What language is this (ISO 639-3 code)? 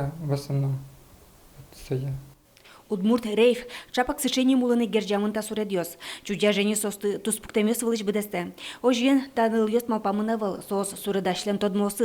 udm